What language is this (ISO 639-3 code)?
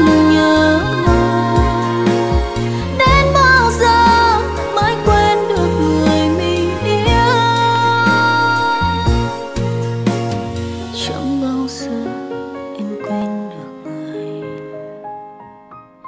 vie